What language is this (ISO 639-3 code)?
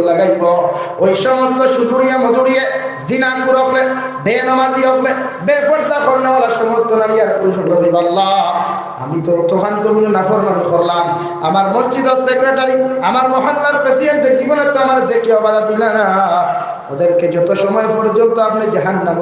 syl